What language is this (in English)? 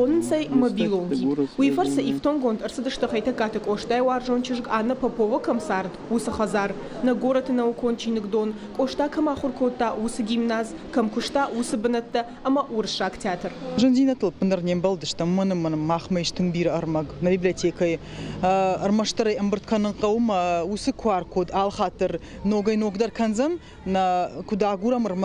Ossetic